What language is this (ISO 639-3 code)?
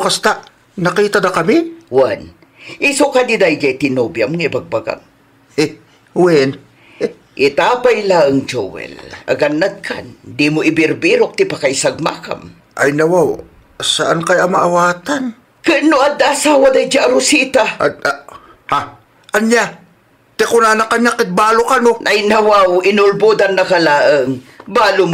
ilo